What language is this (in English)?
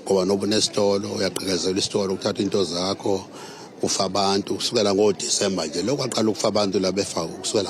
Zulu